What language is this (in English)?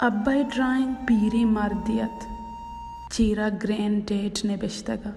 Baluchi